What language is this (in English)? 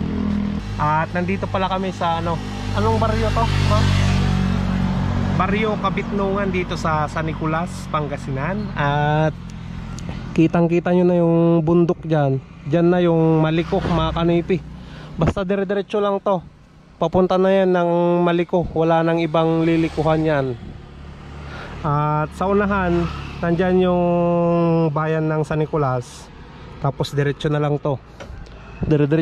Filipino